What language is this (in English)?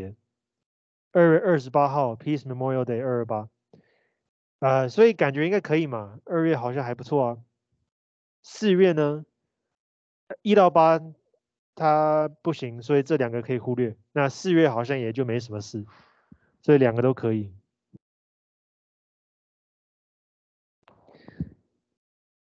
Chinese